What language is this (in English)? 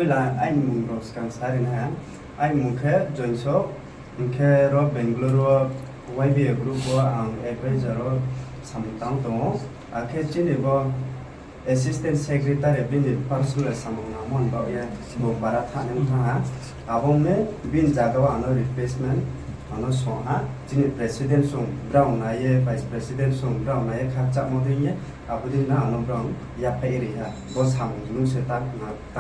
Riang (India)